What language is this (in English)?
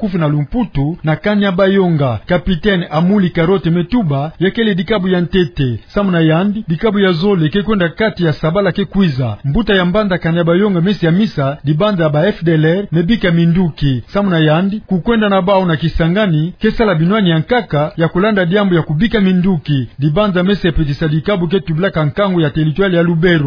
Kituba (Democratic Republic of Congo)